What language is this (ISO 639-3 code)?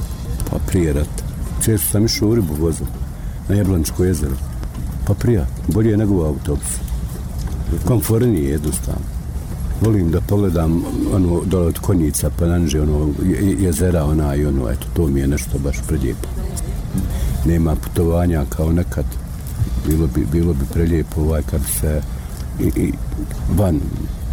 bos